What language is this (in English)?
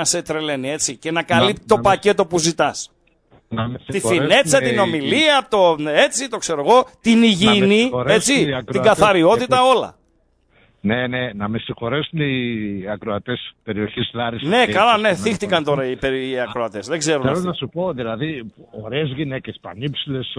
Greek